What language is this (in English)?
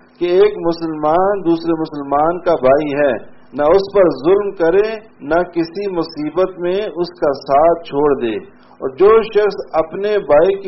Urdu